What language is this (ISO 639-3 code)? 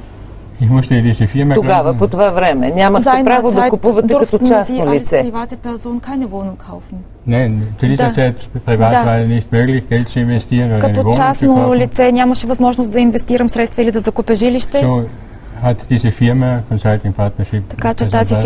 bul